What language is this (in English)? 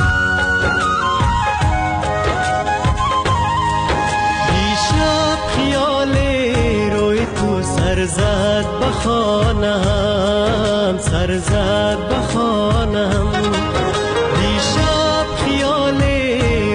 Persian